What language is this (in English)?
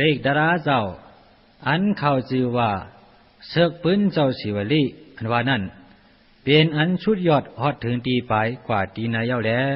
Shan